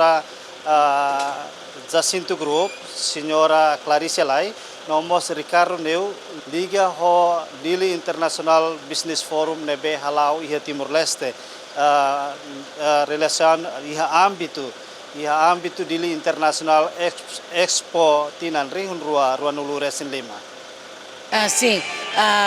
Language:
Tetum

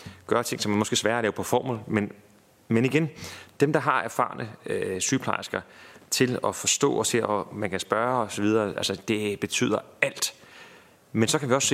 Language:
Danish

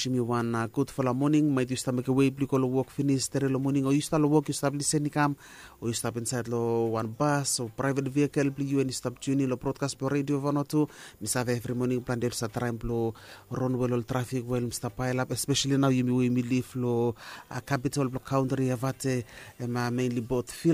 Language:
Bislama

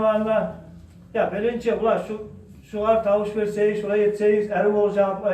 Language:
Kumyk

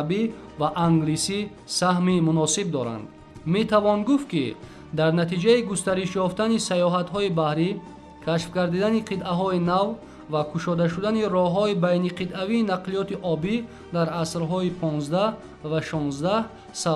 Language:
Tajik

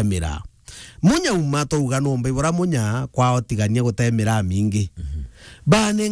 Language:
Meru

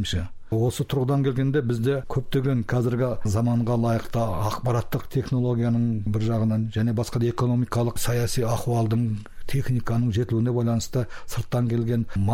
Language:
Kazakh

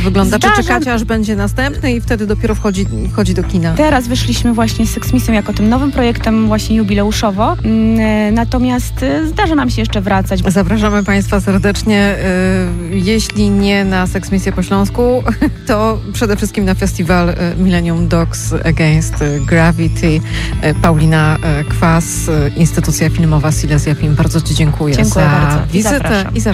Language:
Polish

